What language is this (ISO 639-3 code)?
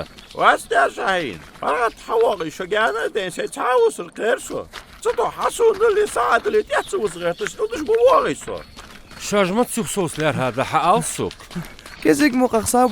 inh